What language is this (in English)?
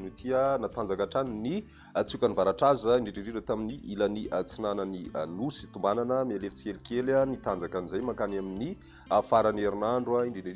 Malagasy